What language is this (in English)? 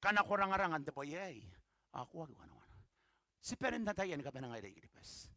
Gilbertese